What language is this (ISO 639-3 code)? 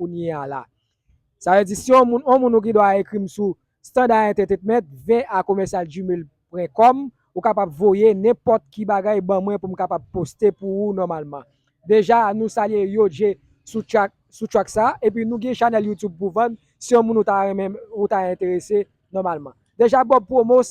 hat